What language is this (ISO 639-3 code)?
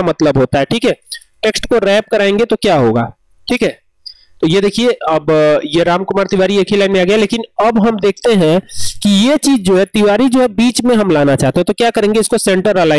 hin